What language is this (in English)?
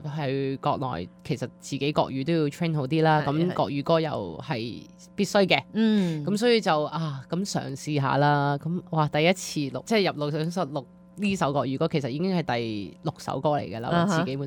Cantonese